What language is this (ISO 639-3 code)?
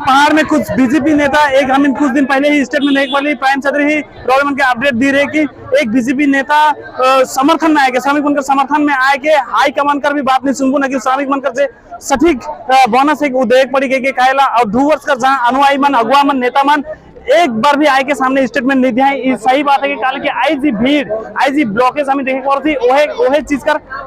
sck